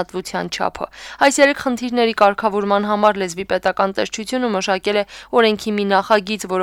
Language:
Armenian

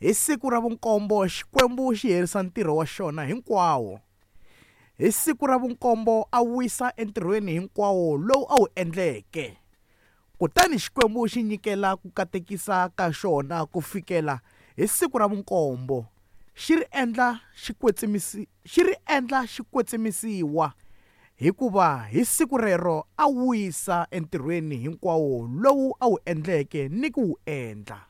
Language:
Tsonga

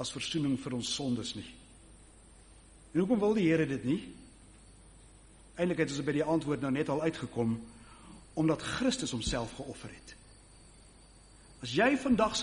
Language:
Afrikaans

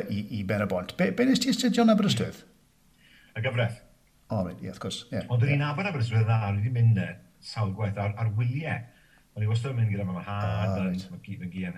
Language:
Welsh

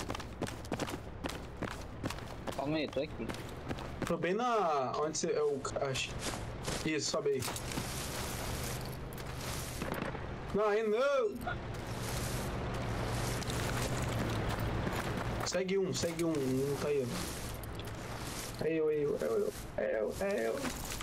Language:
Portuguese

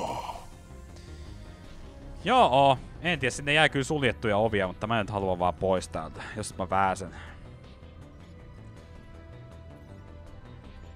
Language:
Finnish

